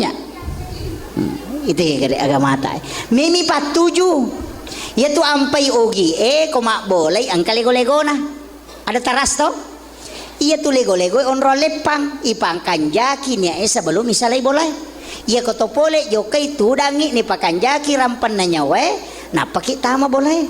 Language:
Buginese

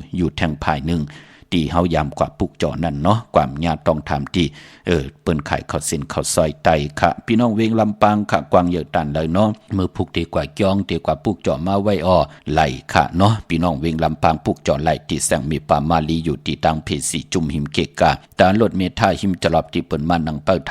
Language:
Shan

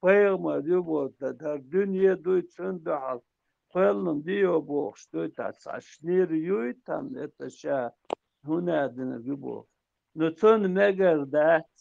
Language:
Chechen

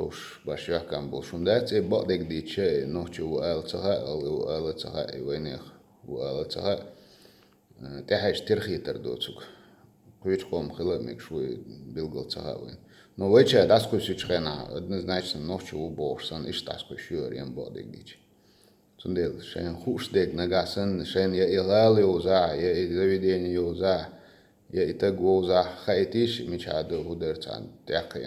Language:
Chechen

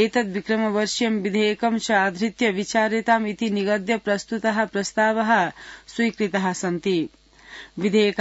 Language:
Sanskrit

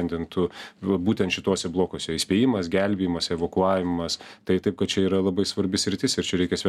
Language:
Lithuanian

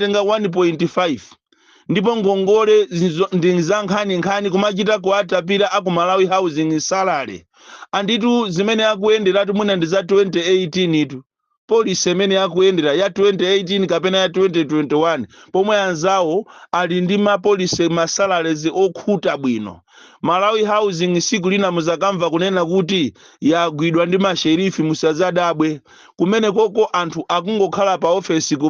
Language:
Nyanja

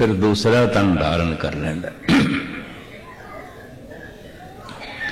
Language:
Punjabi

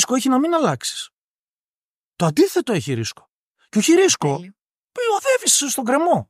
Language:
Greek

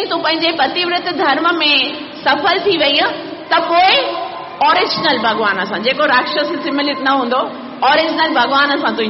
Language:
Sindhi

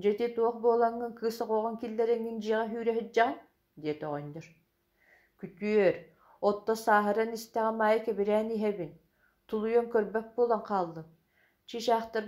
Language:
Yakut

